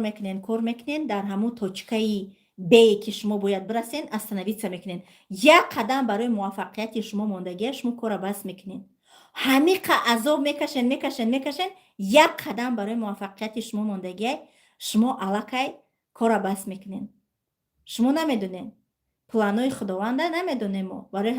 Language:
Tajik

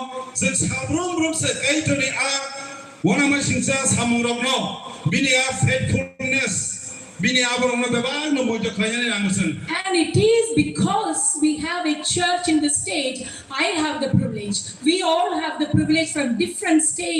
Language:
Kok Borok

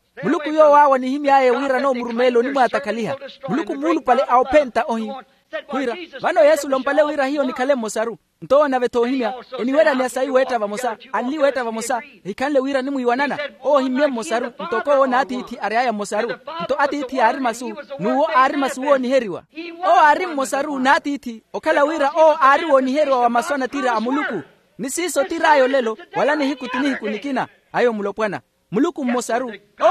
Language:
Makhuwa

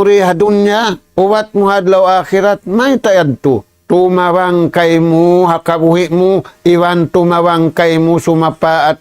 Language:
Tausug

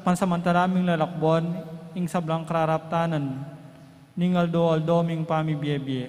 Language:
Pampanga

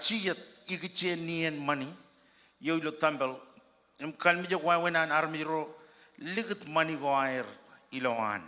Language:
Marshallese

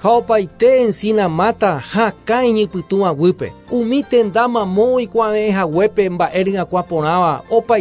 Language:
Guarani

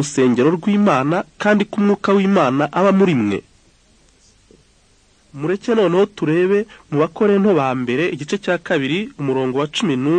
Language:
Kinyarwanda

